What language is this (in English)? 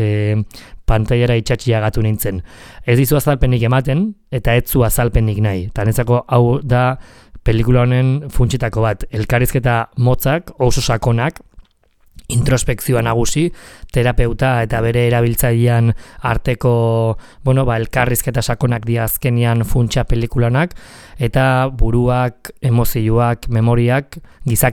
Basque